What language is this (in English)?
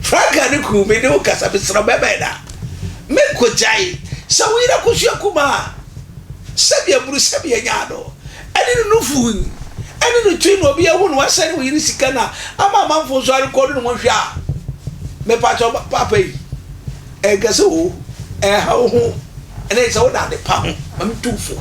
Akan